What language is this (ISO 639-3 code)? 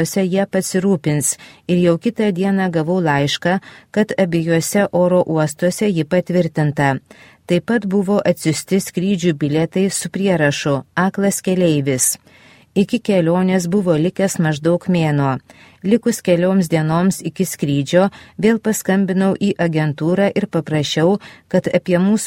lit